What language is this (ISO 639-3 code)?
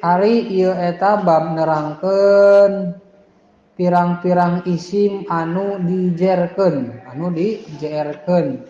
sun